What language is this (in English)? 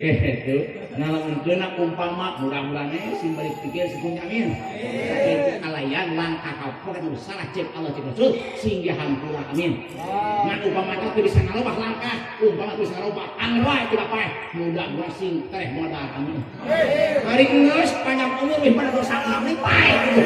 Sundanese